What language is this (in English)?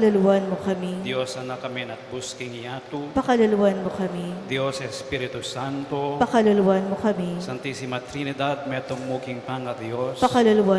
Pampanga